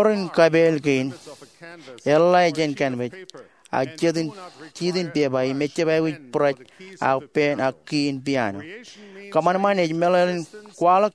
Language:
Marshallese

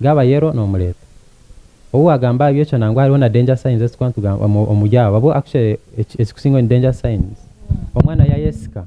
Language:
Nyankole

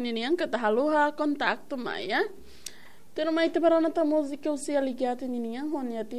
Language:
Tetum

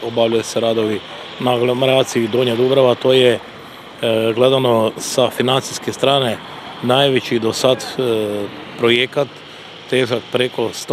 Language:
Croatian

